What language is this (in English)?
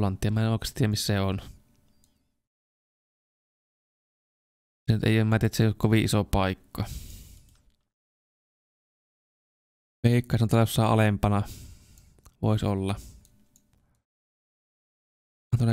Finnish